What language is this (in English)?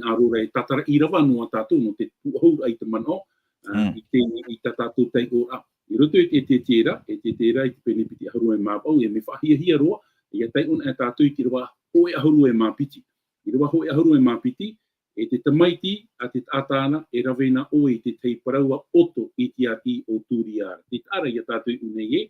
Tahitian